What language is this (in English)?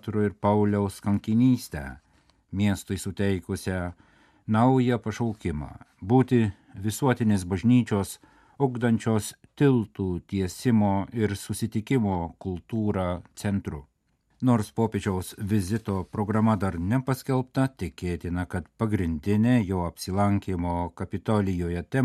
Lithuanian